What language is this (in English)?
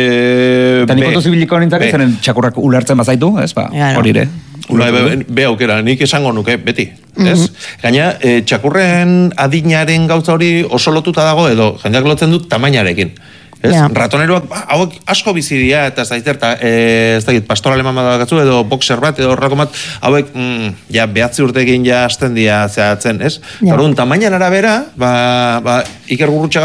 Basque